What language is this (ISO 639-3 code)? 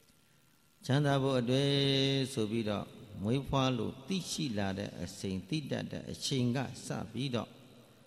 mya